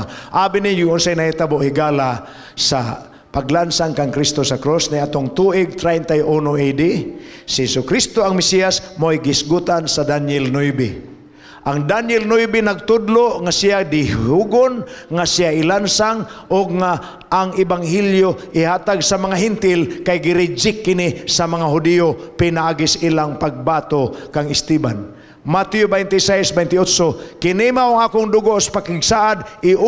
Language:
Cebuano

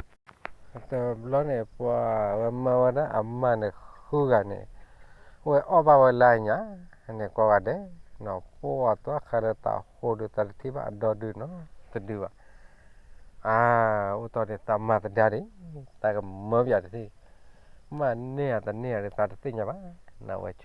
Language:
S'gaw Karen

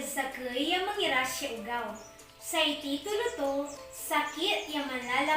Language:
Pangasinan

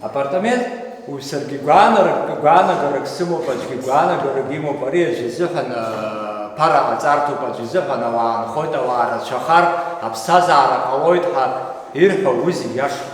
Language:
Abkhazian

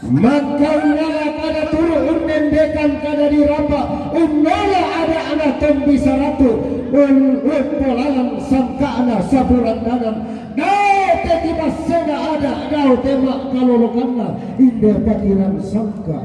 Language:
Toraja-Sa'dan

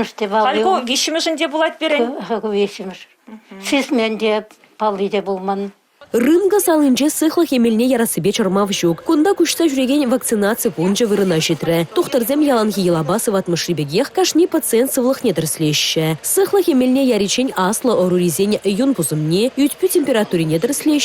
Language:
Chuvash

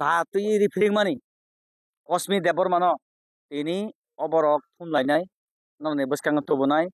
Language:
Kok Borok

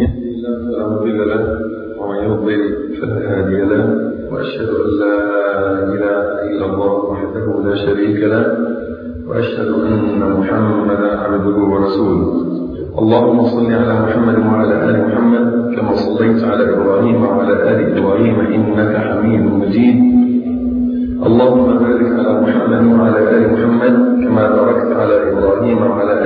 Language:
Arabic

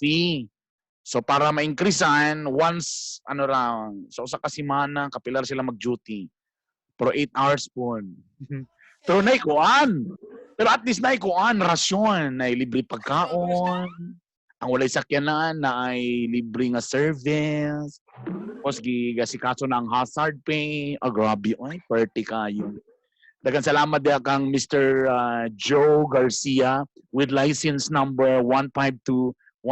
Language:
Cebuano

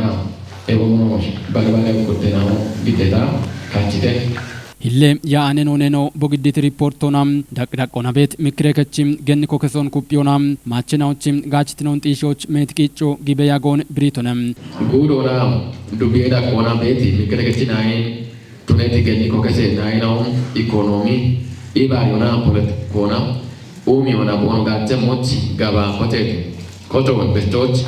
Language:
Kafa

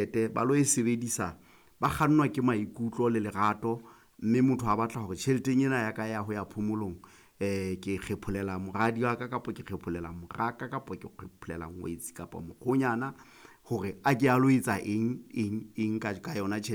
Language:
Southern Sotho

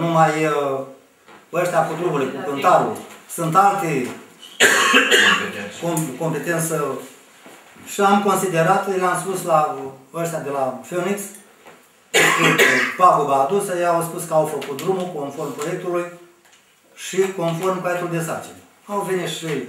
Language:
Romanian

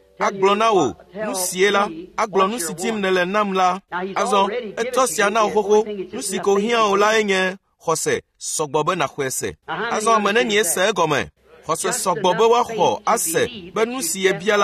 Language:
Ewe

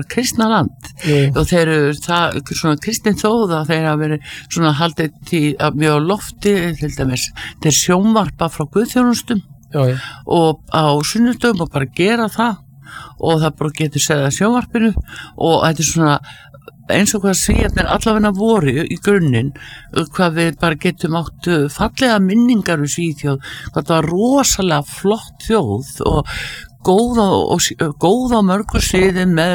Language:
Icelandic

